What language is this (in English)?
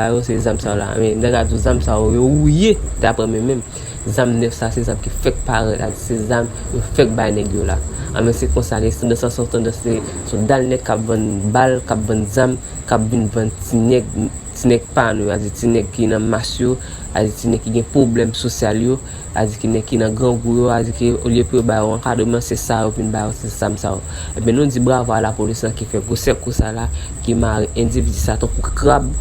Haitian Creole